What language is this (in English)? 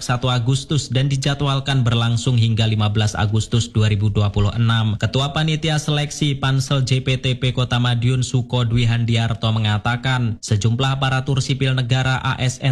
Indonesian